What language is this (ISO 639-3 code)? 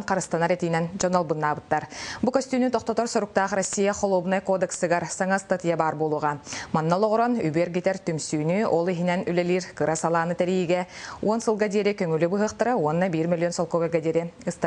sah